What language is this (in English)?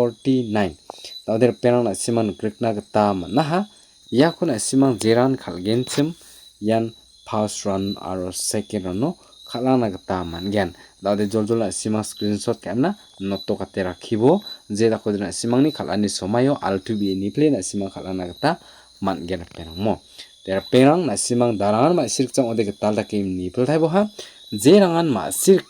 Garo